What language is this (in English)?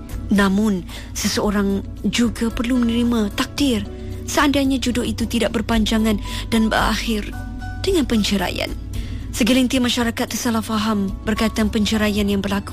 Malay